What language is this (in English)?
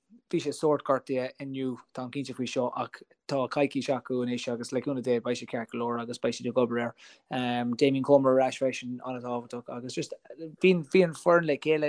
Irish